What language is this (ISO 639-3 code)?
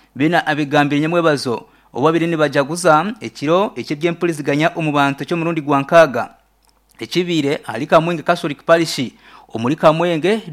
nyn